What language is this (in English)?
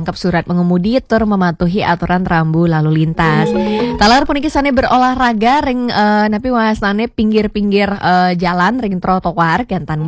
Balinese